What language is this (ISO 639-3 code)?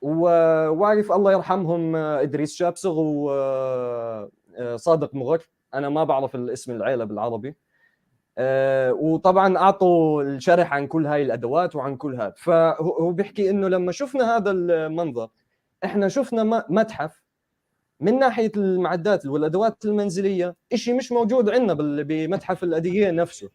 apc